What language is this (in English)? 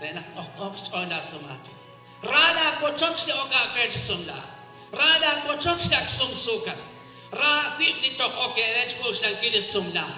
Kekchí